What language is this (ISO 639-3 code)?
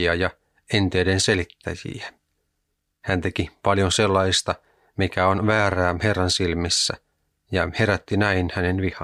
fin